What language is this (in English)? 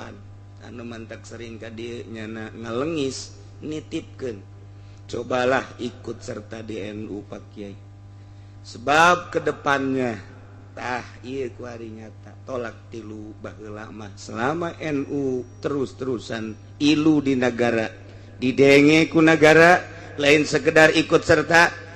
Sundanese